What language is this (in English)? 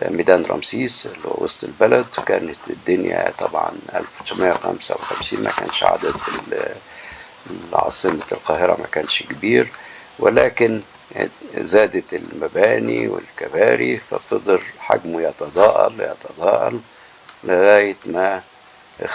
Egyptian Arabic